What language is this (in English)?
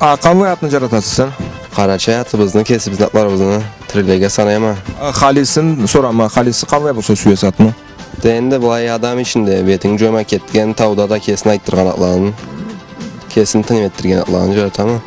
Karachay-Balkar